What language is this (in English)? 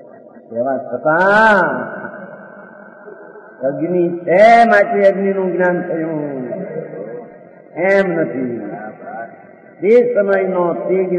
Gujarati